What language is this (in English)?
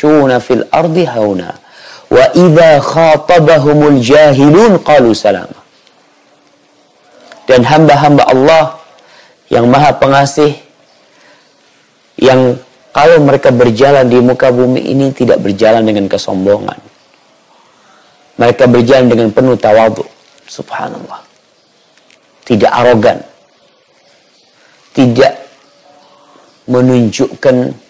Indonesian